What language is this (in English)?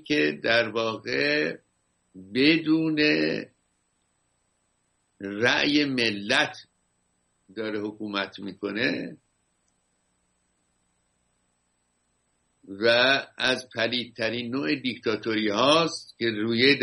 Persian